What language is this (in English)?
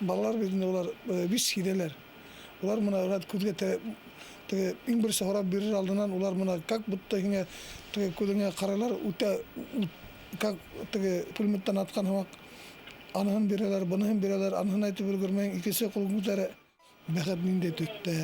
Bashkir